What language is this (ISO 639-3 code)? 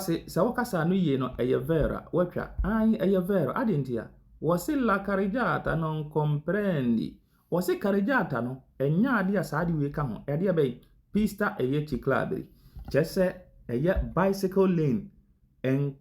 aka